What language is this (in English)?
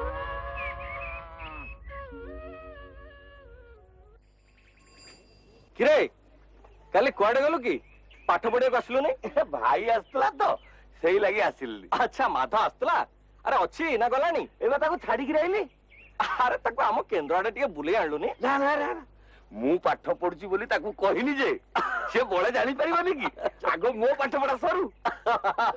Odia